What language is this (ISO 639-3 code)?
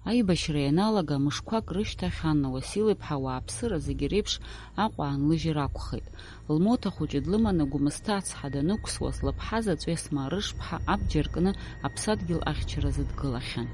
abk